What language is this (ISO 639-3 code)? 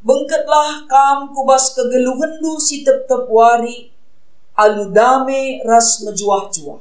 btx